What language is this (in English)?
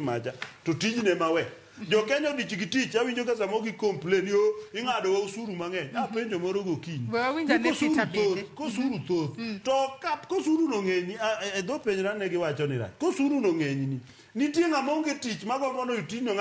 Luo (Kenya and Tanzania)